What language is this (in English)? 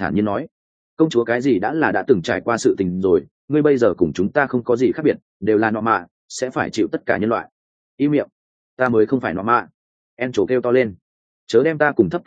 Vietnamese